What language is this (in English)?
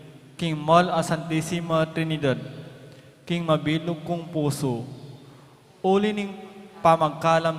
Pampanga